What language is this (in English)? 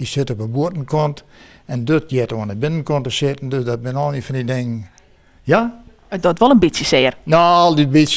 Western Frisian